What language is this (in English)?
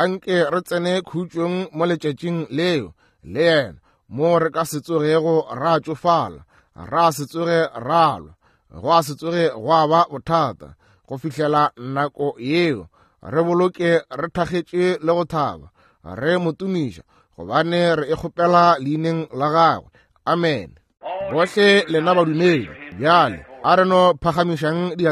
Northern Sotho